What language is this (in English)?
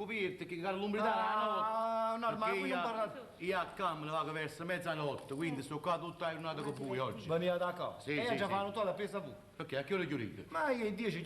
Neapolitan